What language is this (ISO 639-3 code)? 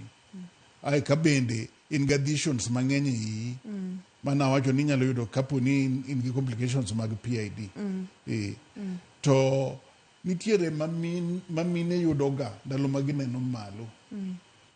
luo